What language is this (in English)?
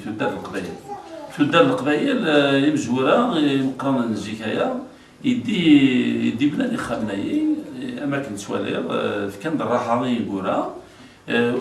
Kabyle